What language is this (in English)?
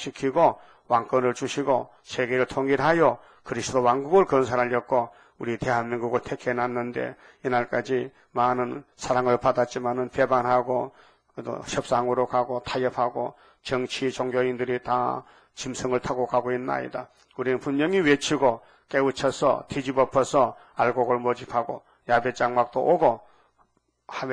Korean